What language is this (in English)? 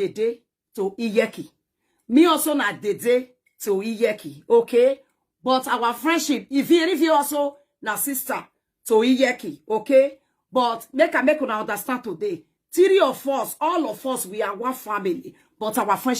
Nigerian Pidgin